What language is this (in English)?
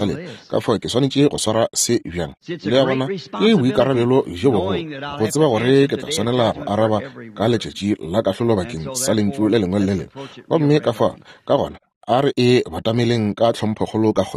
Northern Sotho